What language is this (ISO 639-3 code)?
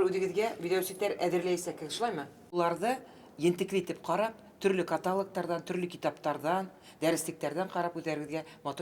bak